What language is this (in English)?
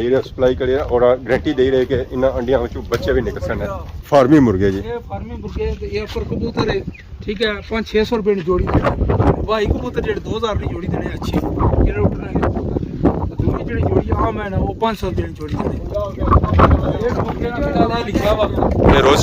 Pahari-Potwari